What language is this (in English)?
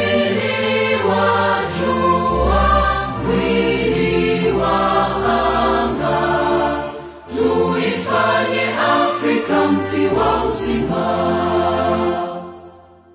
Swahili